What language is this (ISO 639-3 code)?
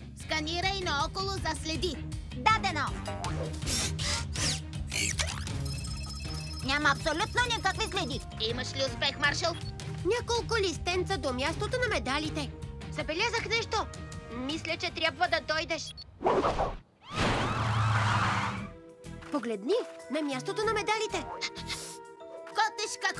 bul